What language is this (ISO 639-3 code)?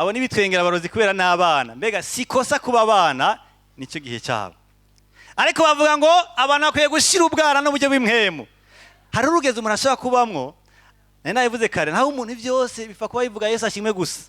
run